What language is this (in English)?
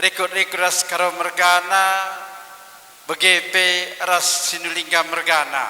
Batak Karo